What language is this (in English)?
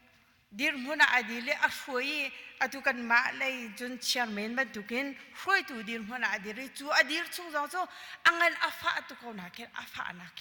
Hakha Chin